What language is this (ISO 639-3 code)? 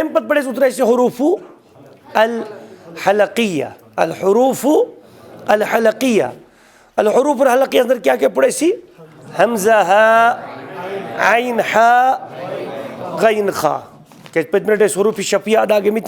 kas